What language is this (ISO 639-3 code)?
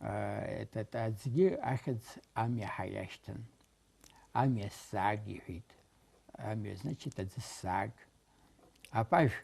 abk